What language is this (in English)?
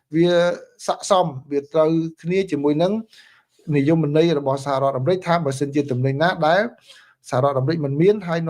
Khmer